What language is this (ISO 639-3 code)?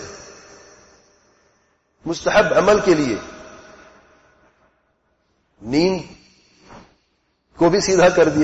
urd